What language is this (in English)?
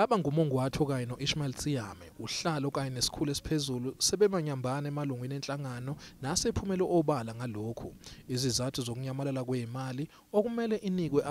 Zulu